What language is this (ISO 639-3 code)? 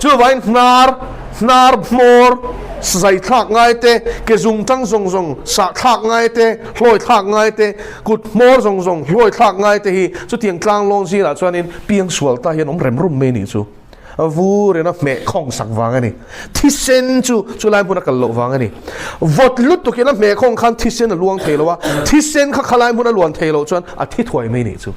lus